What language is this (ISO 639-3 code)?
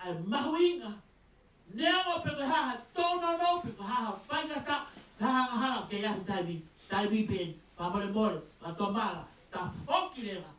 ton